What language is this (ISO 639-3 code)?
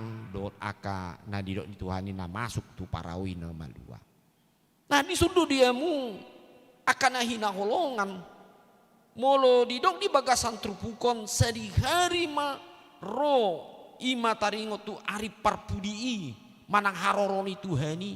bbc